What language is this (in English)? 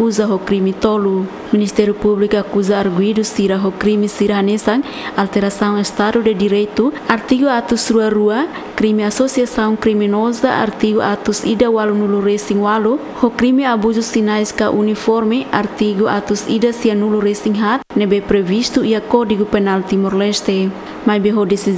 Tetum